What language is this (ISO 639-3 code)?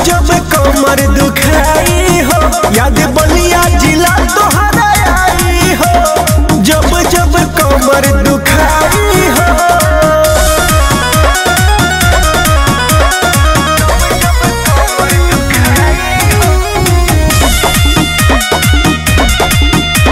bho